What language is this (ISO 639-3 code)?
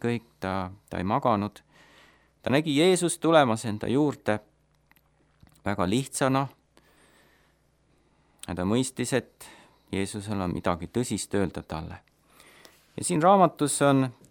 est